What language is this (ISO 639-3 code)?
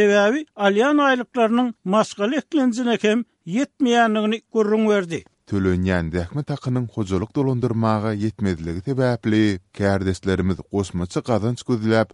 tuk